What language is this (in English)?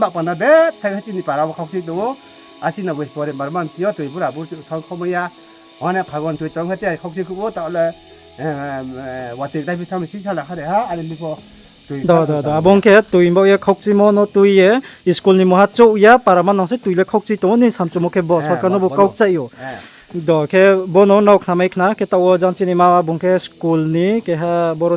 Riang (India)